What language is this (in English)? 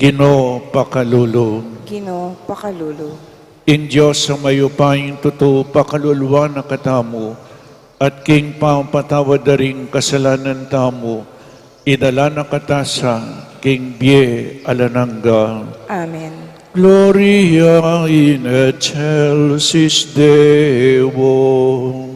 Pampanga